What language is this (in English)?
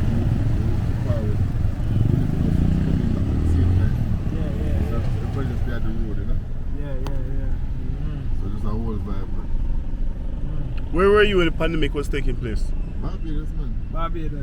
Jamaican Creole English